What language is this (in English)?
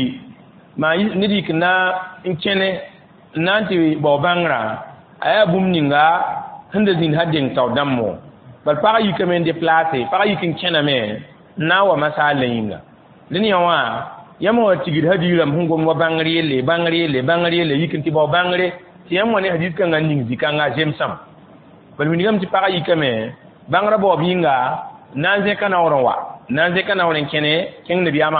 Mossi